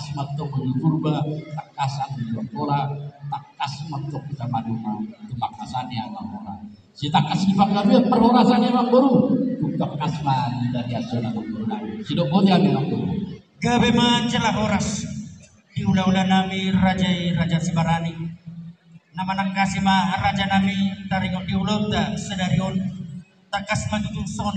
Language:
Batak Toba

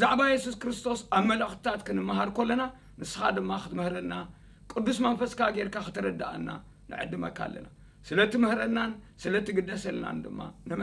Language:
Tigrinya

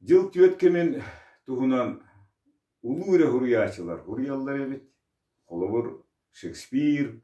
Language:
Yakut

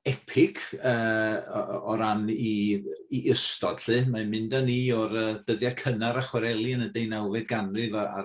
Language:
Welsh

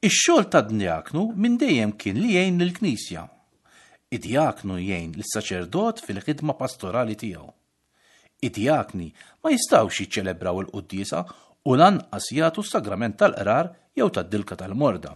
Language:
Maltese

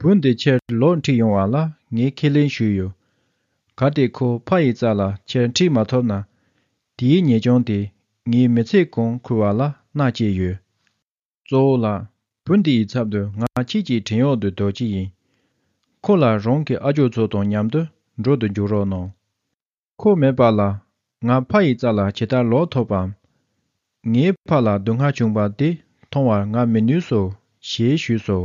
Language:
Tibetan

